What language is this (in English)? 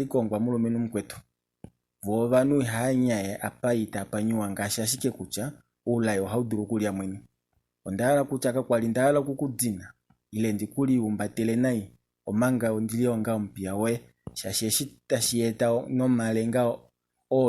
Kuanyama